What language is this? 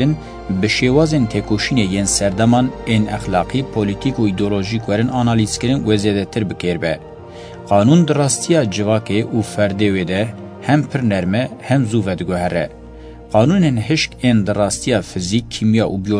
Kurdish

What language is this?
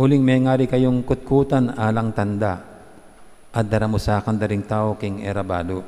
Pampanga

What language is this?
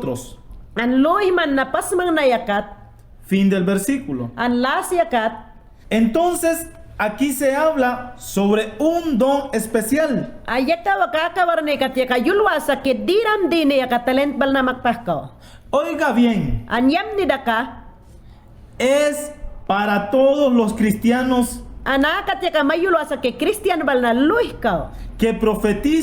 Mayangna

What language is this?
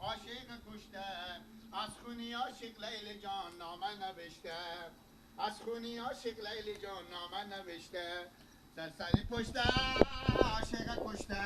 Persian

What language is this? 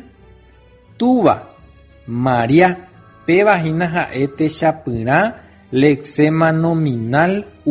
Guarani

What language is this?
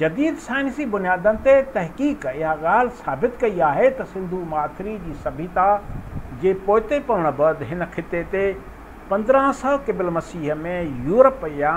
Sindhi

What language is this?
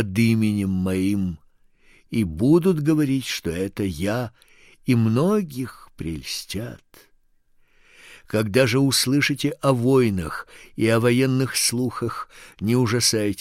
Russian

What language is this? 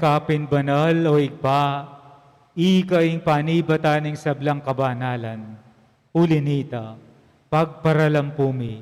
Pampanga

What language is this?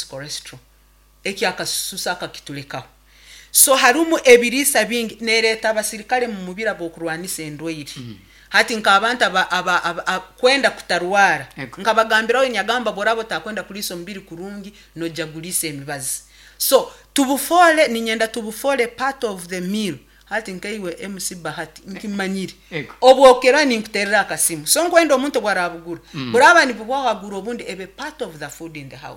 Nyankole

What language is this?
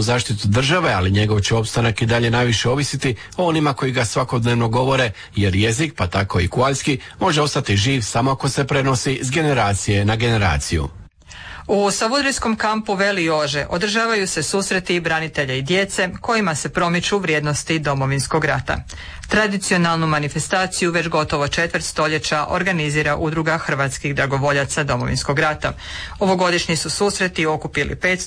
Croatian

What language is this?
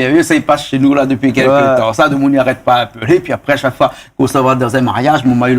Réunion Creole French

